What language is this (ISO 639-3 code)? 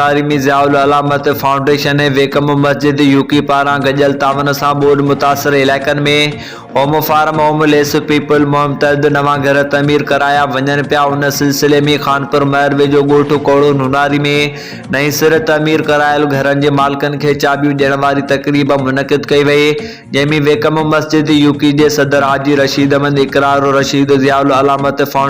snd